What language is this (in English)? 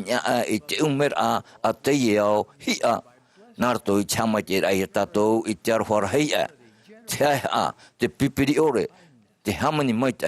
Tahitian